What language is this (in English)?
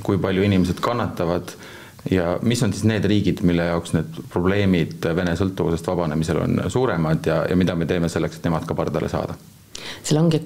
Estonian